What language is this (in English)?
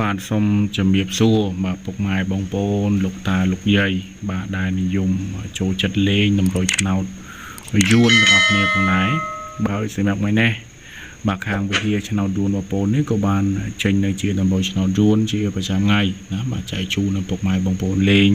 Khmer